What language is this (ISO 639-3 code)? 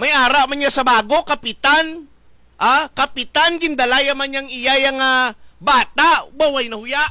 hil